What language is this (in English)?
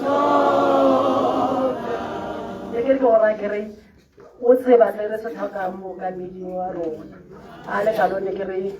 Tswana